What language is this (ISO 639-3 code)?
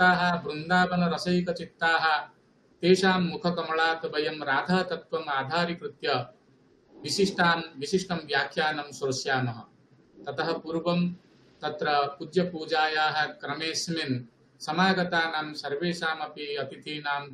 san